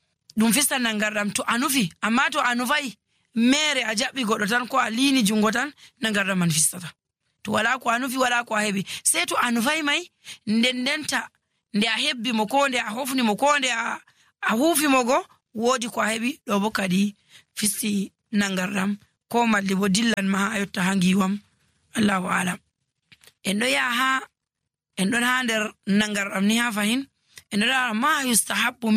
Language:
Nigerian Fulfulde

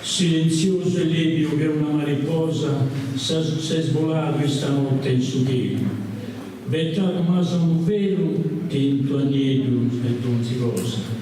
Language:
Sardinian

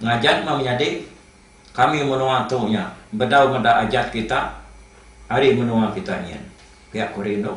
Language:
Iban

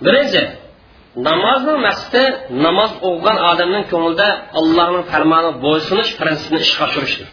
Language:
Uyghur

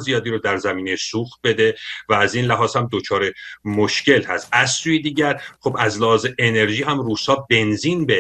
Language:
Persian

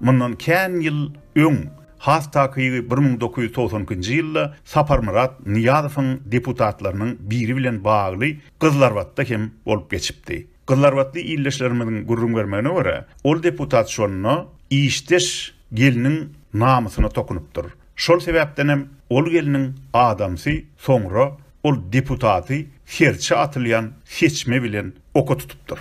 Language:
Turkmen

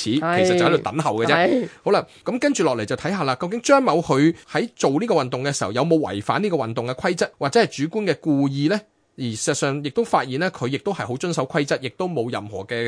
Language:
Cantonese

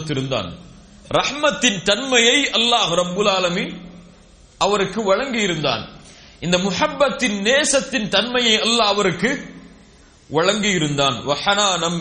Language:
Tamil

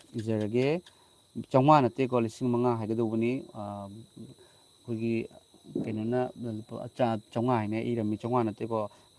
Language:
Manipuri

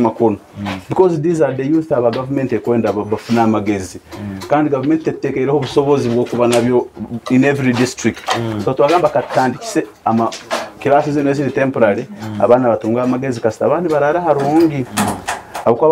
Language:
Nyoro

